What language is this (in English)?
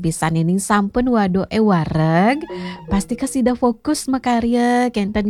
Balinese